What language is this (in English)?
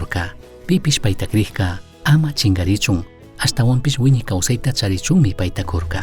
Chimborazo Highland Quichua